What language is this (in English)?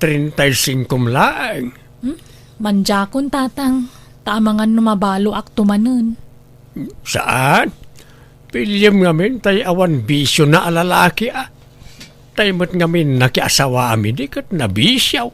Iloko